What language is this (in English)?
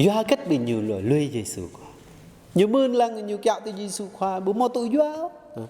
Jarai